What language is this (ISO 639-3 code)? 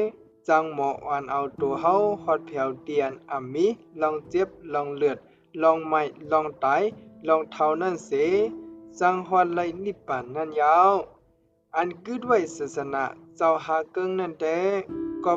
shn